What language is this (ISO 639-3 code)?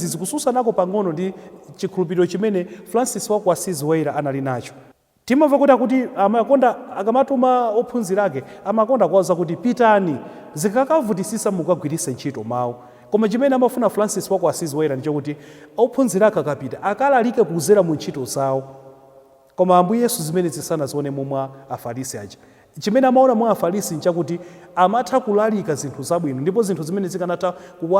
nya